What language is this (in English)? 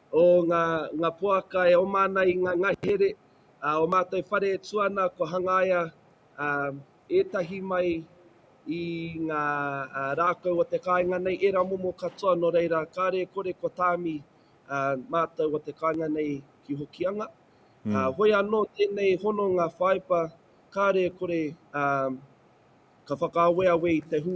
Māori